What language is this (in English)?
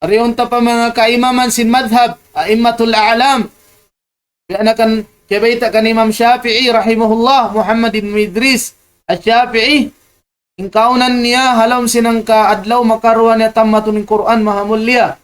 Tausug